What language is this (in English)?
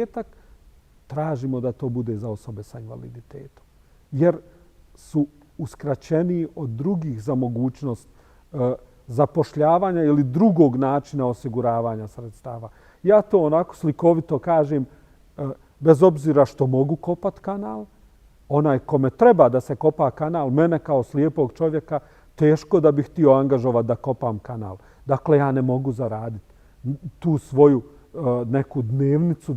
Bosnian